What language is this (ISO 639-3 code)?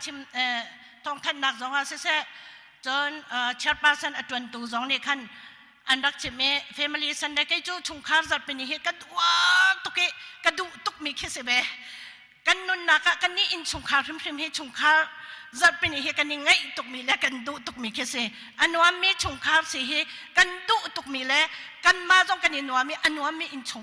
cnh